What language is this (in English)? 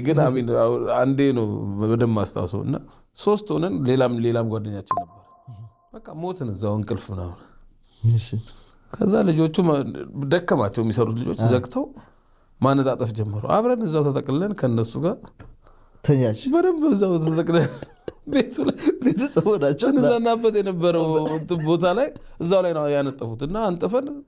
Amharic